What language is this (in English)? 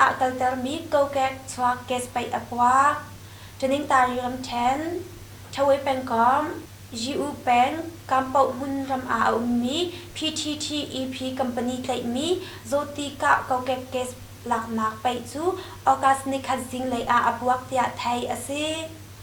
Hakha Chin